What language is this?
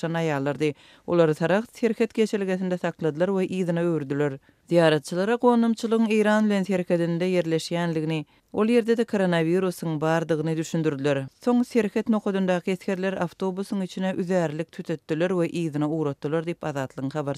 Turkmen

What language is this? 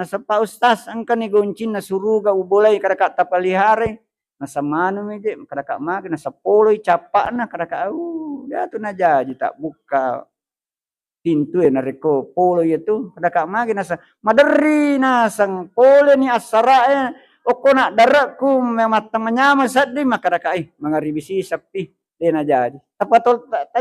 Buginese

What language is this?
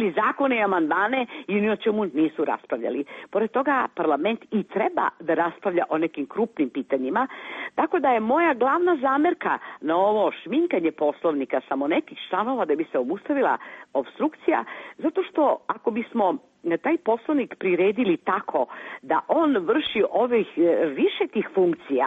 Serbian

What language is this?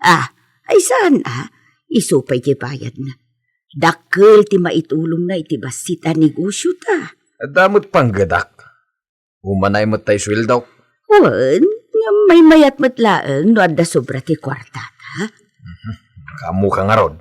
Iloko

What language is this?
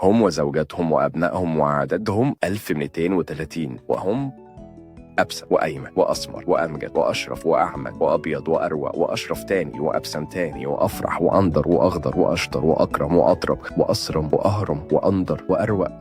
Egyptian Arabic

